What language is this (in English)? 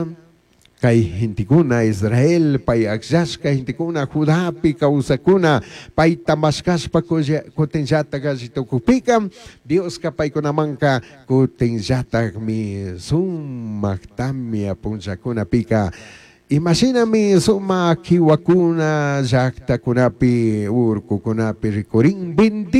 Chimborazo Highland Quichua